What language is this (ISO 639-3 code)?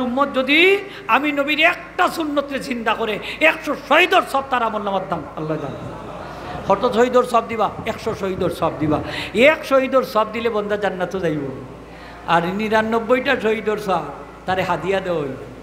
syl